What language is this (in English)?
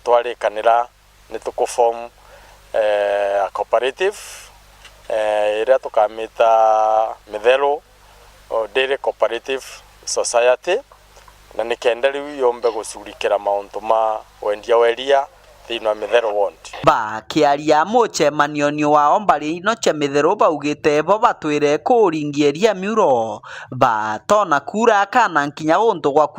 Meru